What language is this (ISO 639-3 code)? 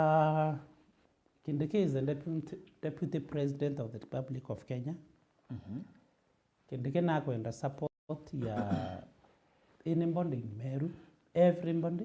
mer